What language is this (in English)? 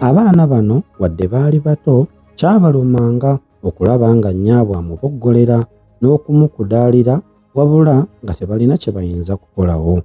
Ganda